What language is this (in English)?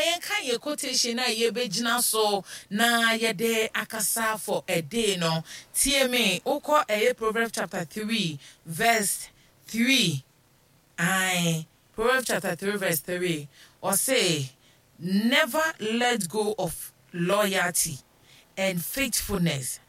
Akan